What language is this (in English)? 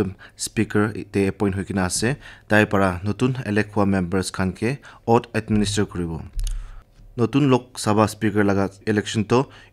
Naga Pidgin